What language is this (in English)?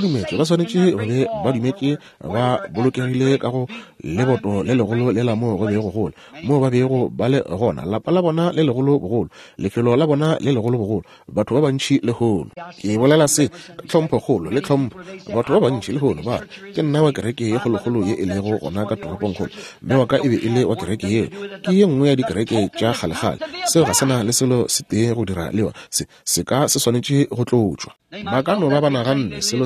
Northern Sotho